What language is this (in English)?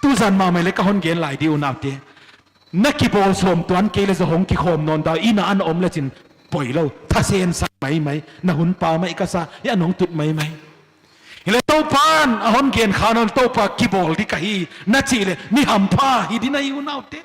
Paite Chin